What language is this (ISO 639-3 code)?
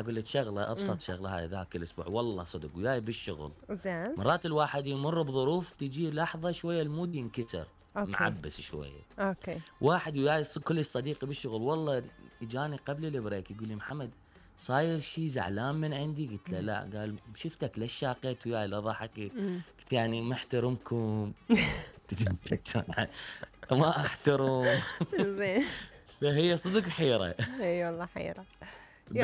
acm